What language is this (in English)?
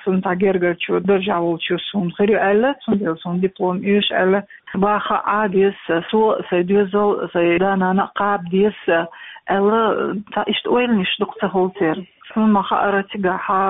Chechen